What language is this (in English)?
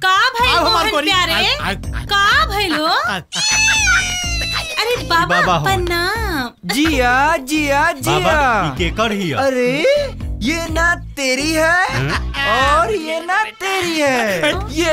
Bhojpuri